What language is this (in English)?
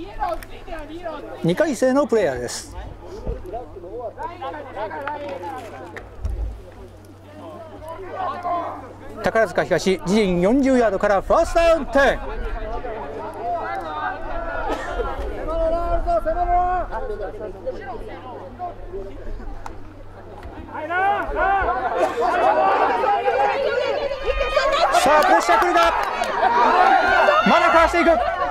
Japanese